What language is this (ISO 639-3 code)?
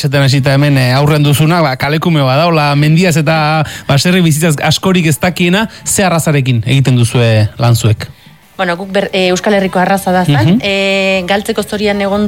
eus